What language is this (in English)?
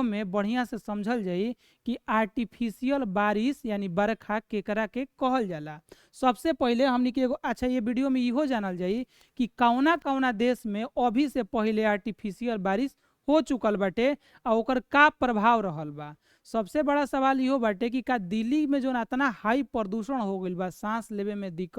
Bhojpuri